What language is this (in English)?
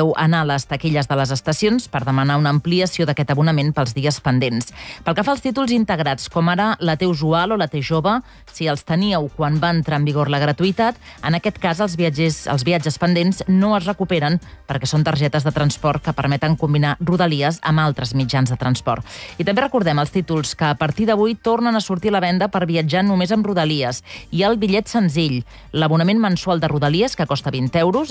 Catalan